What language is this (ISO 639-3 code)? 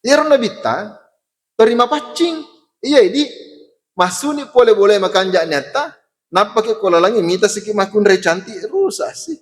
bug